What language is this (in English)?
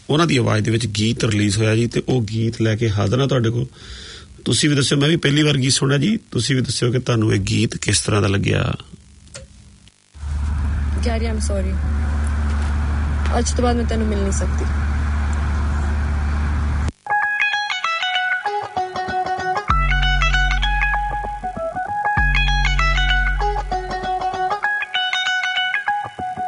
Punjabi